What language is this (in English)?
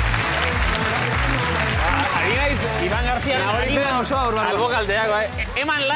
Basque